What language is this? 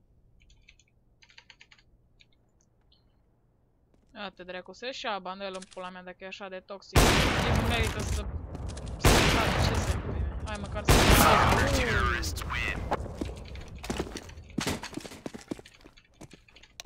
Romanian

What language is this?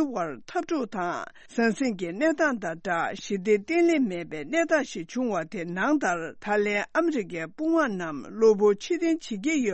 Tibetan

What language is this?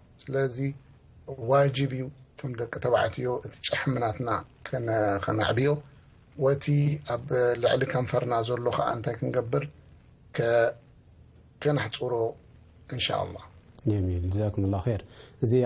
Tigrinya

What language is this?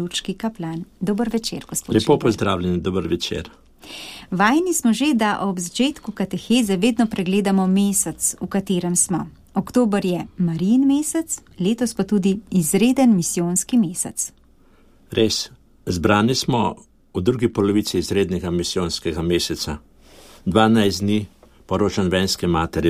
Slovenian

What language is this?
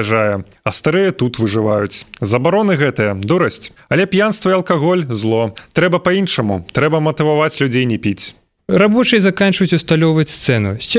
Belarusian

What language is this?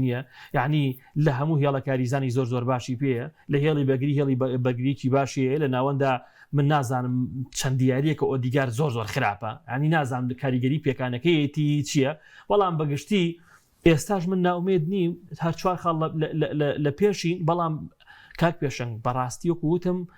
Central Kurdish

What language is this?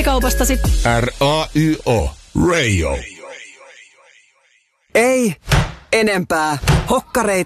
Finnish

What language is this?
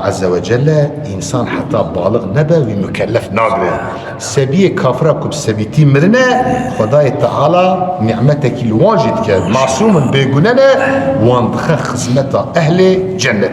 Kurdish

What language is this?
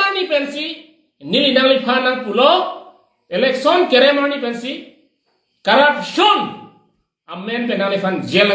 Karbi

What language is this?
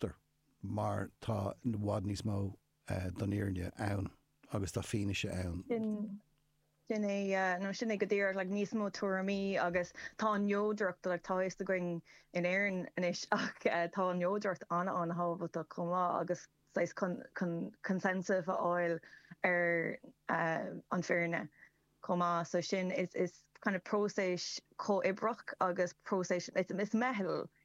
Irish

